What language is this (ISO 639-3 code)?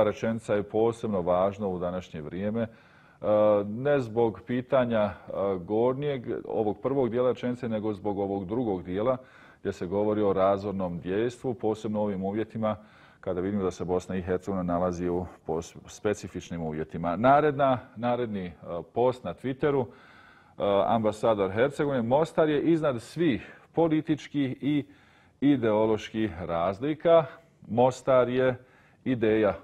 bos